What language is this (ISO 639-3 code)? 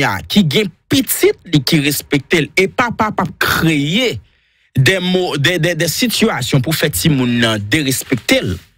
hat